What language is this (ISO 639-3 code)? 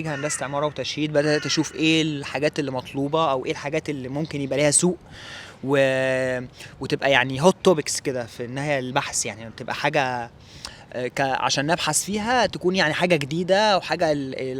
arz